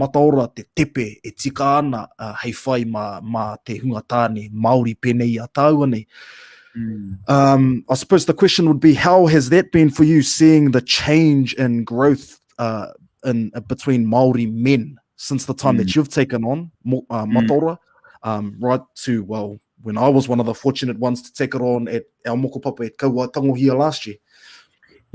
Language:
Māori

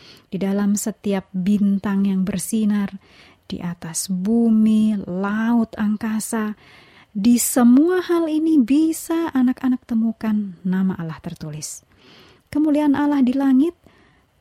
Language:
Indonesian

